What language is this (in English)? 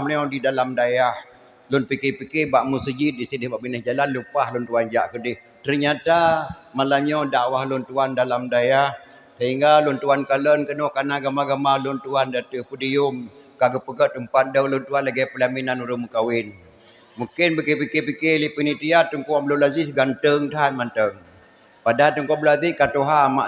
Achinese